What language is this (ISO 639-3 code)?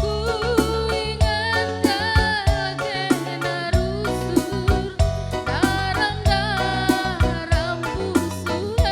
btx